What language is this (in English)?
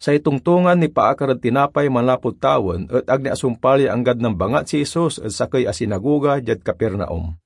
Pangasinan